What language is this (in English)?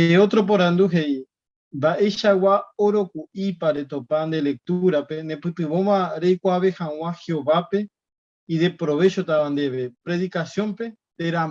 Guarani